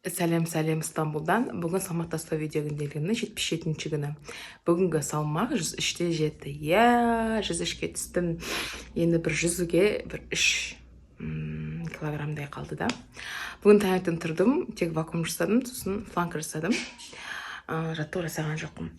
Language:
Kazakh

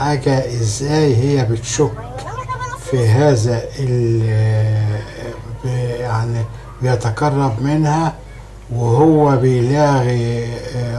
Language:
Egyptian Arabic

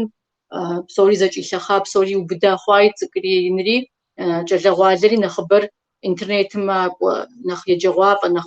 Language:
Kabardian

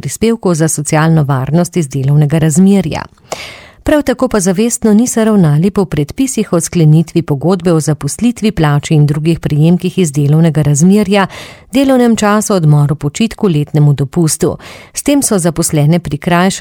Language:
Slovenian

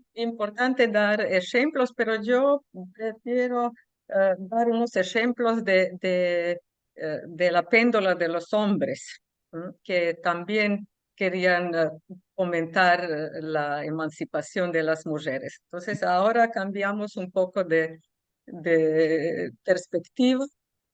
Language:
Ladino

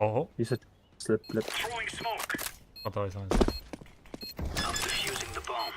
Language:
Kara-Kalpak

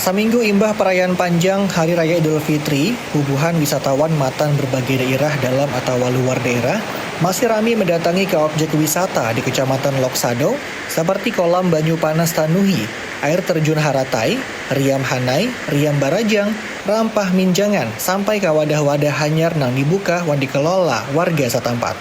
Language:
Banjar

